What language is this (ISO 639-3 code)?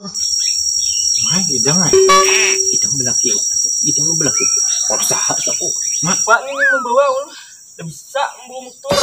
bjn